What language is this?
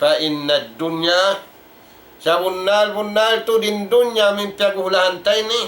Tausug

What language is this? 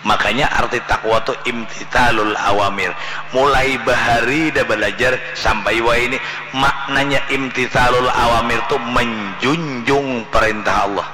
Banjar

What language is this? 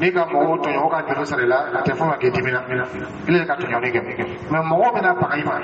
Dyula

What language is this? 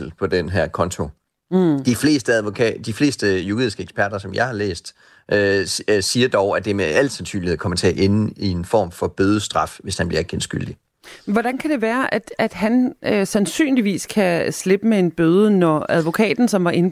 Danish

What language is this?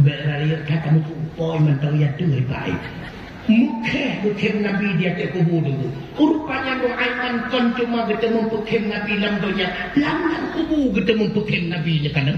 Achinese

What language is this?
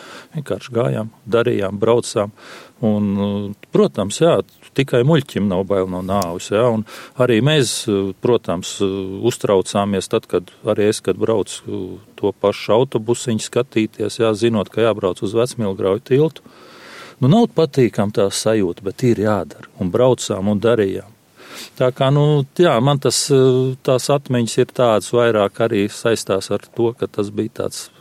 Latvian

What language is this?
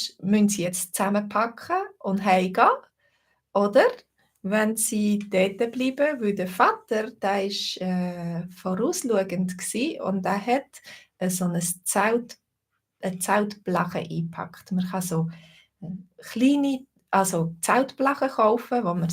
Swiss German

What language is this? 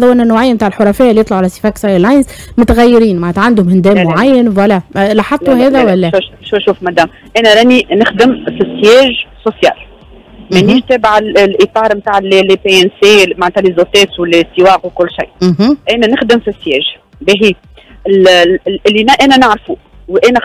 Tunisian Arabic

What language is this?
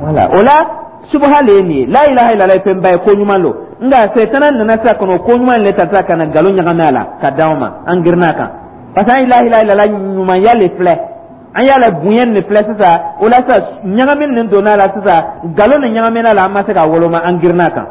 Dyula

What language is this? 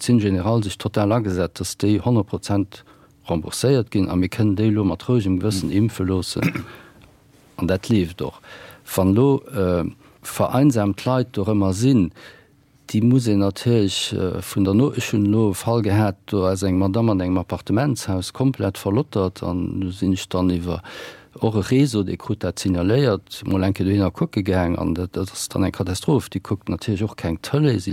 Luxembourgish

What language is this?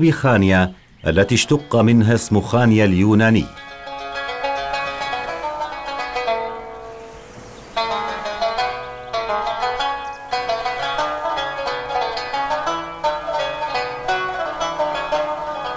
Arabic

